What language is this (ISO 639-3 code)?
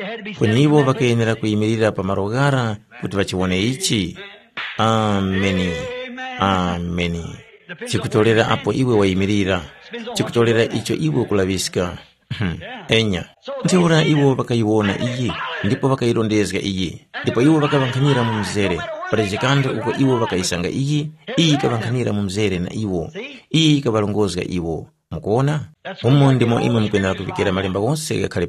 tum